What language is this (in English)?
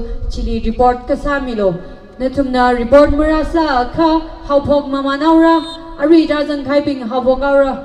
Tangkhul Naga (India)